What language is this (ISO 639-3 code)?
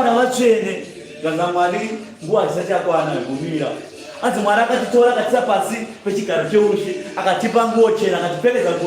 sna